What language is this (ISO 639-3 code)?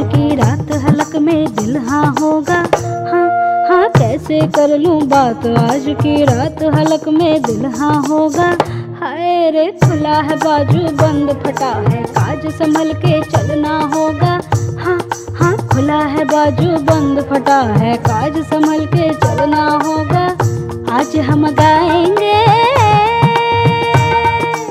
hin